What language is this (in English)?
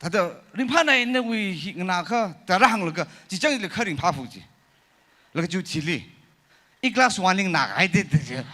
Tangkhul Naga (India)